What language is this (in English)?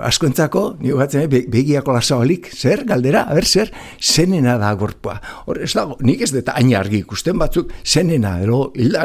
Basque